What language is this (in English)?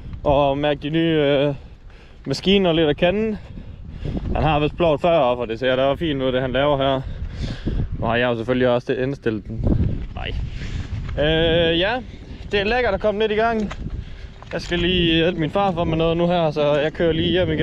Danish